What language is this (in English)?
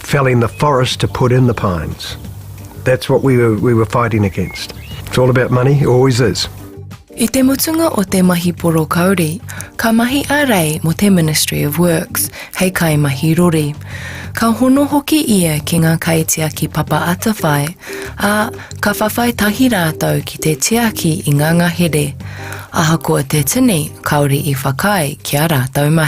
Māori